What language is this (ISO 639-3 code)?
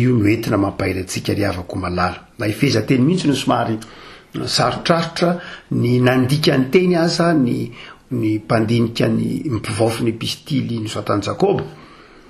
mlg